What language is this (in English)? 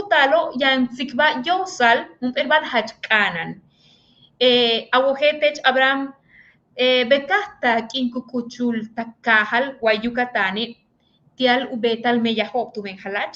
Yucateco